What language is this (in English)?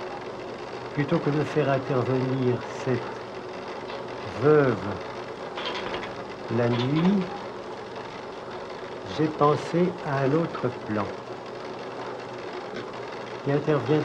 French